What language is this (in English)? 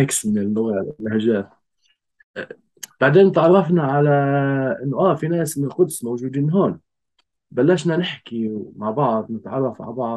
North Levantine Arabic